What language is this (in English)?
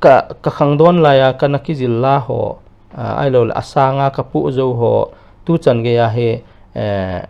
Paite Chin